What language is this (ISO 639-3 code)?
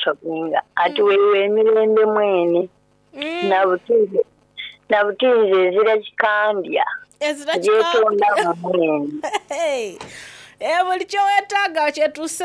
xog